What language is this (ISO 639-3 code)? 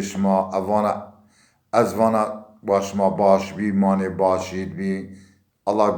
zza